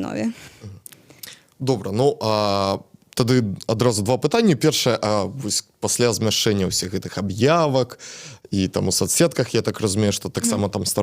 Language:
Belarusian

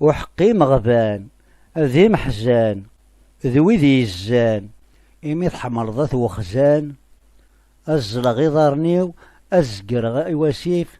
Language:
Kabyle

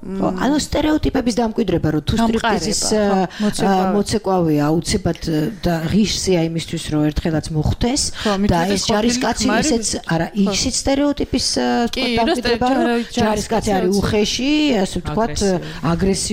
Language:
Georgian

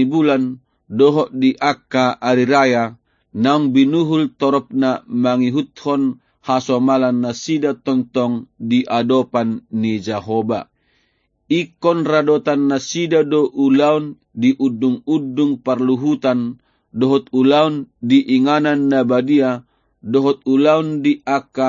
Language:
Batak Toba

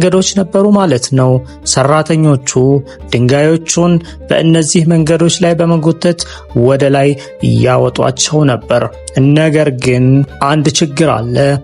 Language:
Amharic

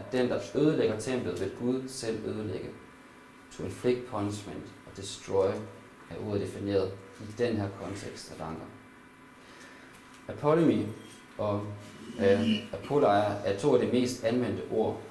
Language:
Danish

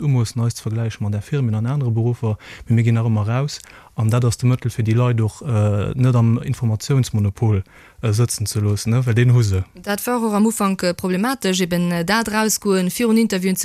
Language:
Luxembourgish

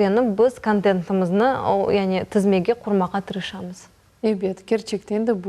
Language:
Crimean Tatar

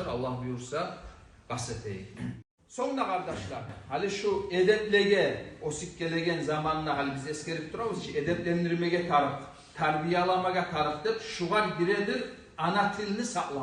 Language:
Kumyk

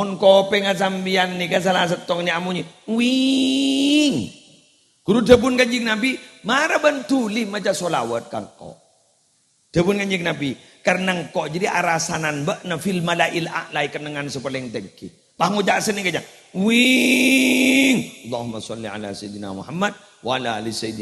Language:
Madurese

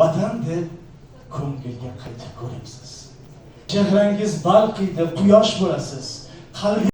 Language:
Uzbek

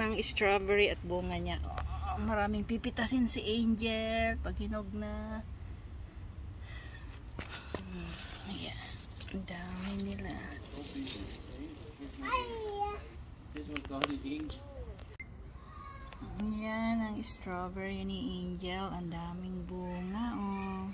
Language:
Filipino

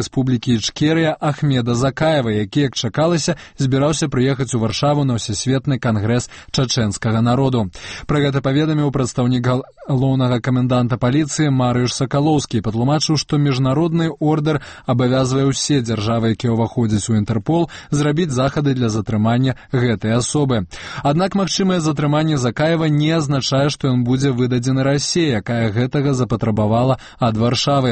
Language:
Belarusian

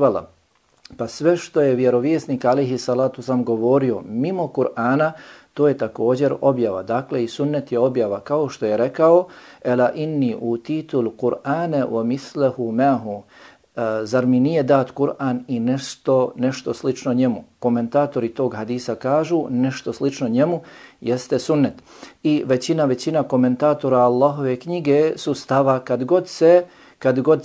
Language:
Bosnian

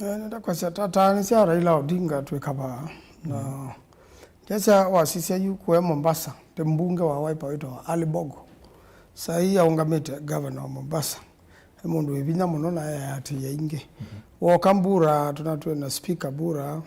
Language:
Kamba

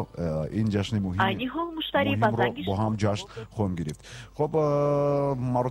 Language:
Tajik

